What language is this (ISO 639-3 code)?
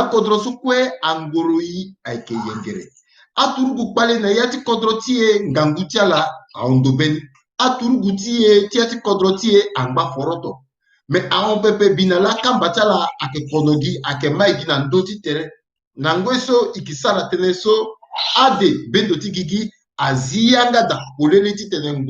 sag